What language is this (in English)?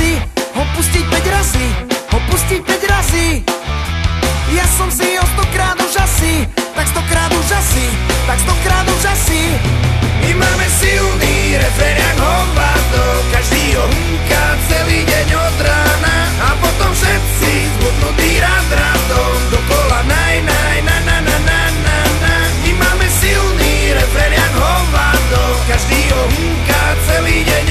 Slovak